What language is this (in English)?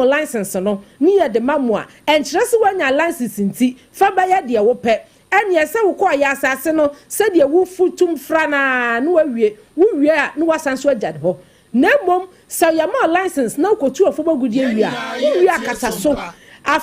Akan